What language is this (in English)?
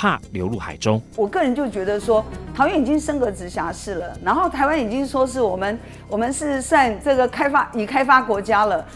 Chinese